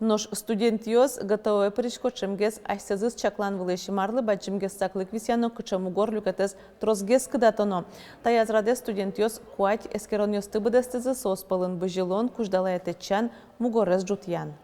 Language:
Udmurt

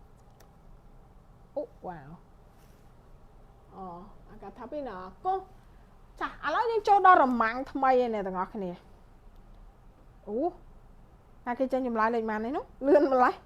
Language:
Khmer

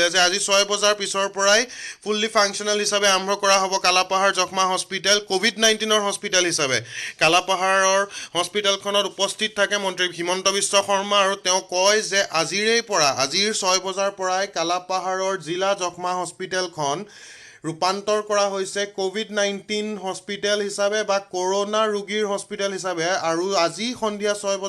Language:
Assamese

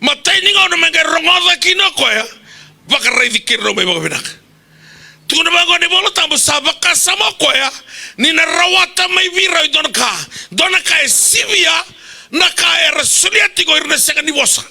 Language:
Fijian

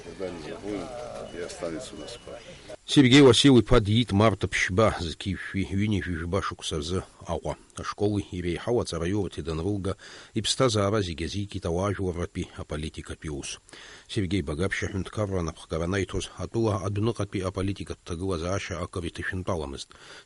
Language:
Abkhazian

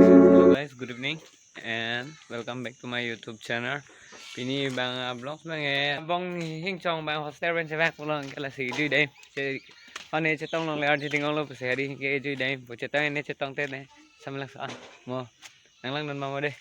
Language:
Karbi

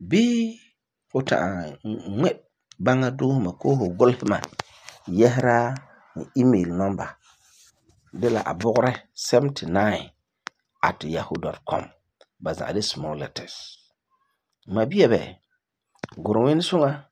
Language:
Frafra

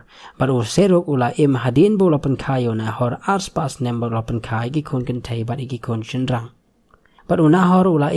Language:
Khasi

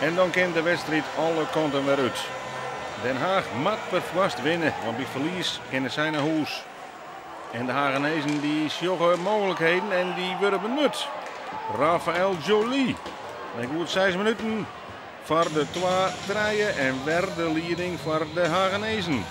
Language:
Western Frisian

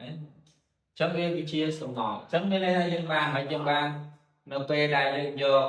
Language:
Khmer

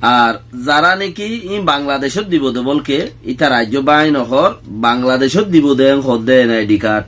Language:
Rohingya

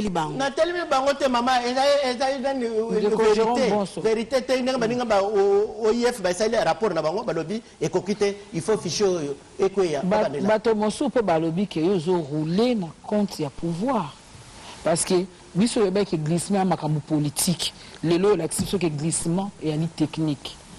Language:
Lingala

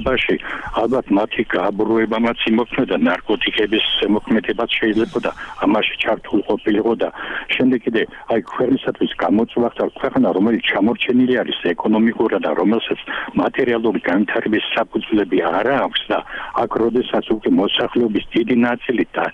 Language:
Georgian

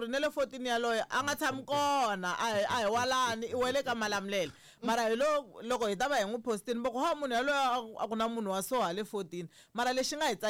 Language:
Tsonga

